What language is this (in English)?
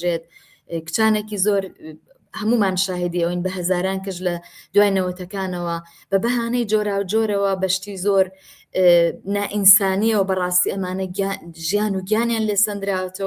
Central Kurdish